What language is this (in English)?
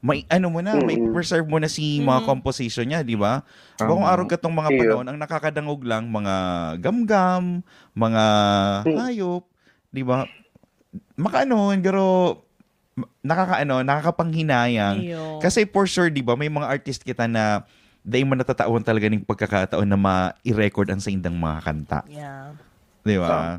Bikol